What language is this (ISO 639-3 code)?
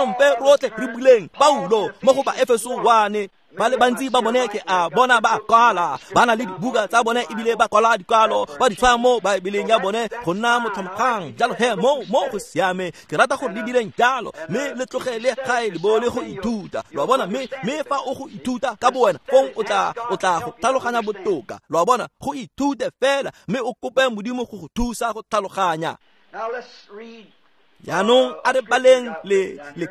tsn